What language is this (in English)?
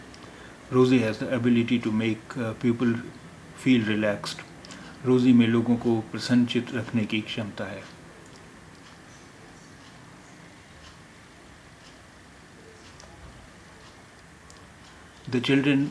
Hindi